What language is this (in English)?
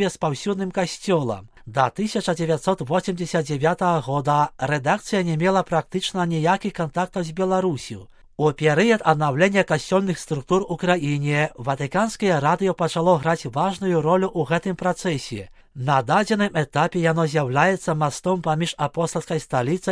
Belarusian